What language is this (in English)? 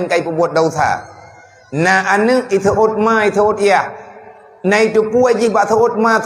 Achinese